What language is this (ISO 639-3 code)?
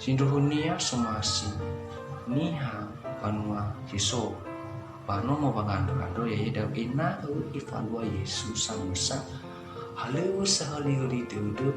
nia